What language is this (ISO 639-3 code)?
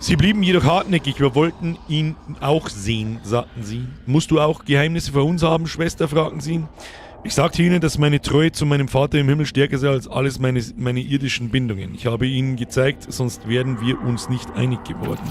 bar